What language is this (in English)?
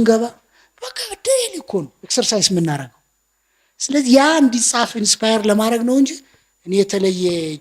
Amharic